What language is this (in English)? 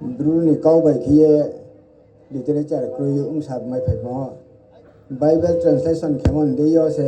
Riang (India)